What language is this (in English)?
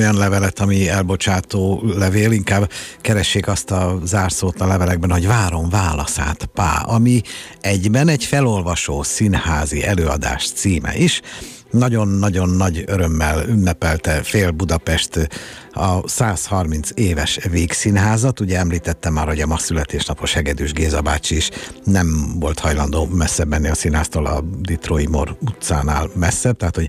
Hungarian